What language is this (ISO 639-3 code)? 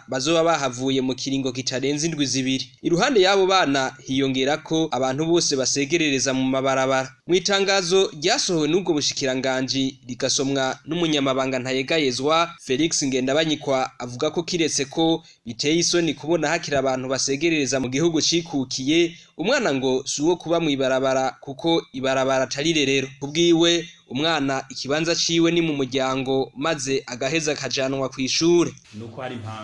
run